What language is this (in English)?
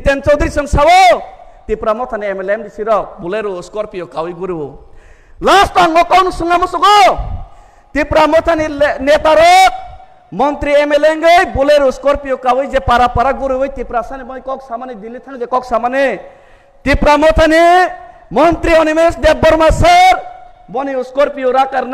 Kok Borok